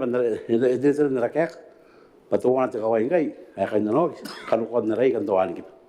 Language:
Gilbertese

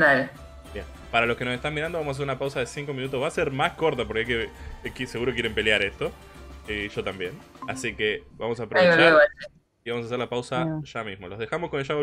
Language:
Spanish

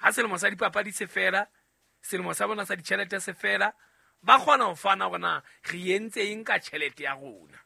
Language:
Southern Sotho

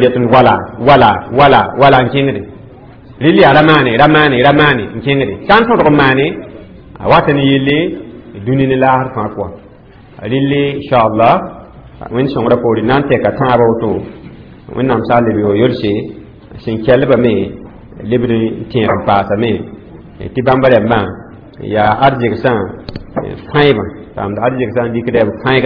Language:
Mossi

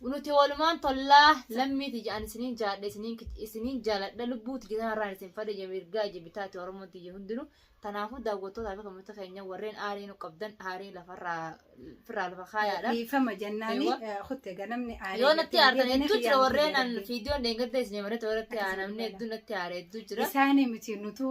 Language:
Oromo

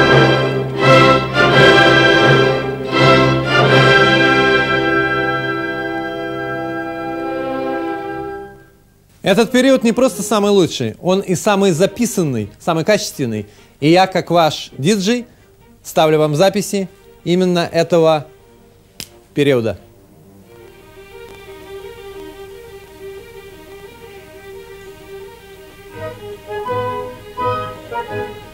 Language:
Russian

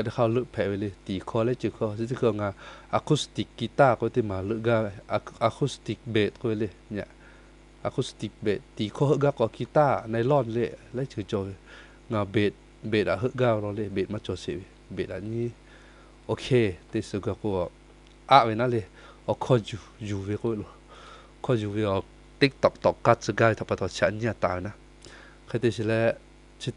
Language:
Lahu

